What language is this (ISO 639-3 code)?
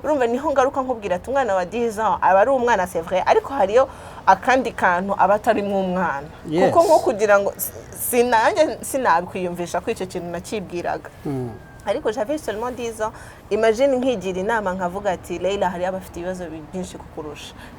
kin